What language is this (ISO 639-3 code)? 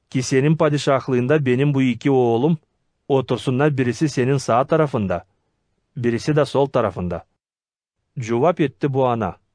gag